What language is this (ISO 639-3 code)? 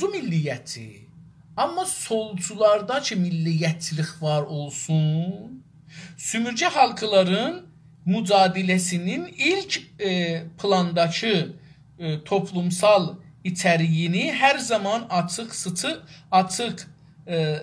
azb